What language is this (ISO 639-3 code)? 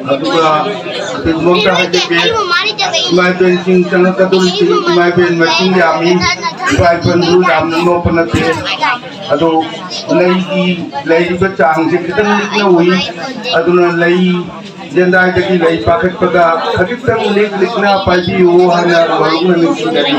mni